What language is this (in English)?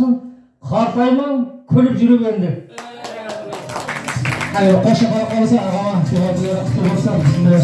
Kazakh